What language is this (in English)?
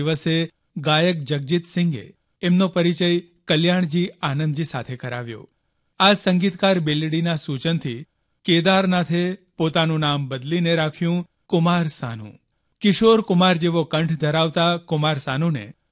Gujarati